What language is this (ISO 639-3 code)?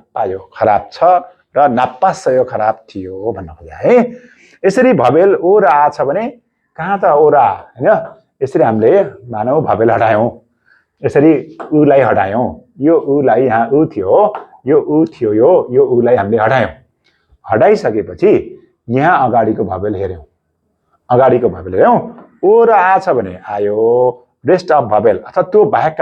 nep